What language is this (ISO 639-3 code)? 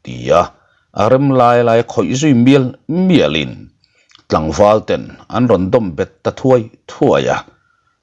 lus